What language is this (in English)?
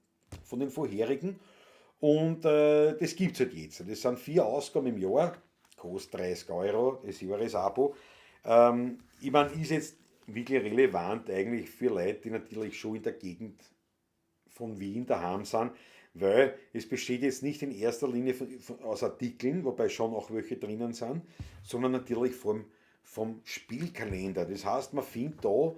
Bavarian